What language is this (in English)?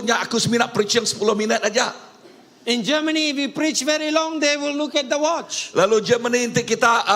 Iban